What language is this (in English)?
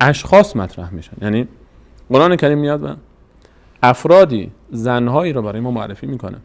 Persian